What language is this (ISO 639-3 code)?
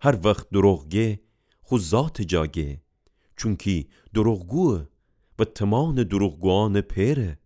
glk